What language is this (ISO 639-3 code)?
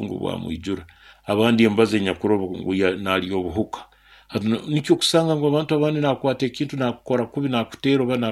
nyo